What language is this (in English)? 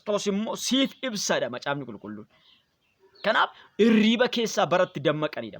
Oromo